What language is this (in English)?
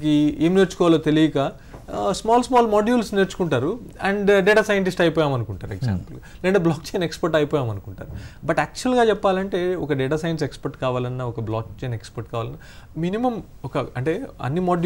Telugu